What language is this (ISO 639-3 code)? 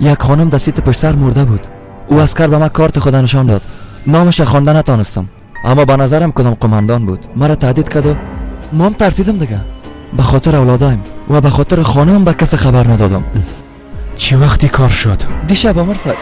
fas